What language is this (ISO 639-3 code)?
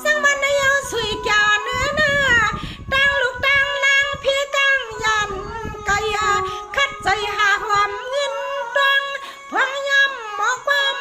shn